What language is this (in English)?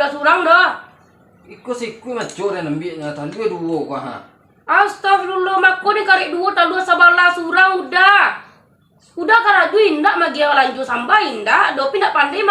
Minangkabau